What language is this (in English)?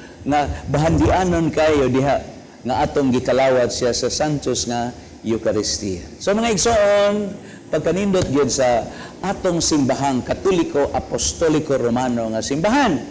Cebuano